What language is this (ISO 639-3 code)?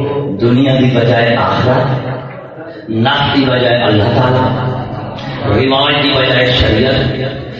skr